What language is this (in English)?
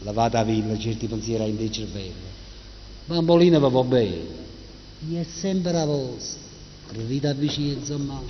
Neapolitan